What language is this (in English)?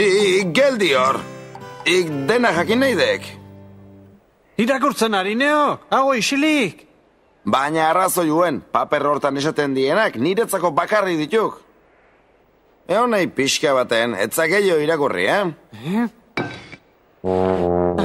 Basque